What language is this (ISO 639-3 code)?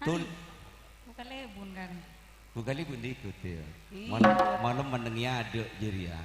mad